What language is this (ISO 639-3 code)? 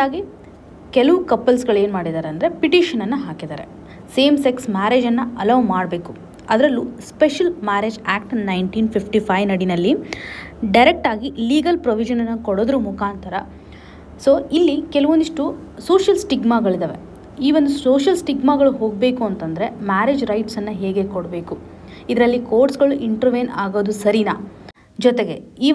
kan